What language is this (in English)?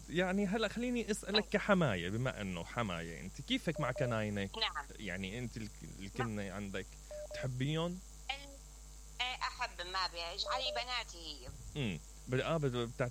Mesopotamian Arabic